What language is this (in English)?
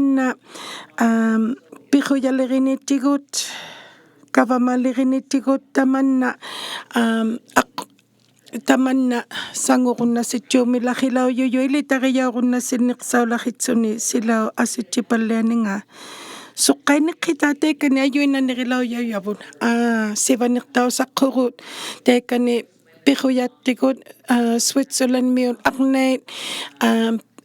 Inuktitut